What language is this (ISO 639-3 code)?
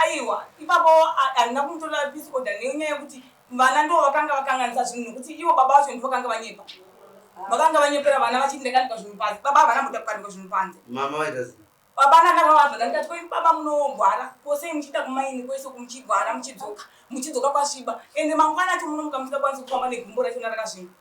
sna